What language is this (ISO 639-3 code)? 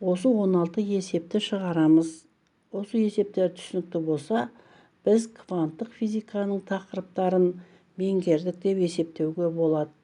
kaz